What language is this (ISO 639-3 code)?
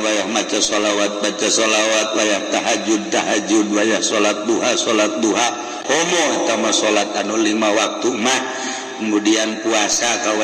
sun